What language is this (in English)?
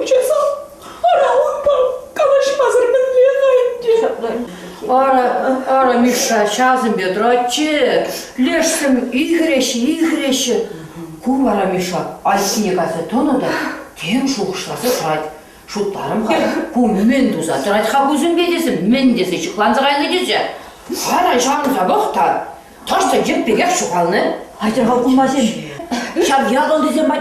Chuvash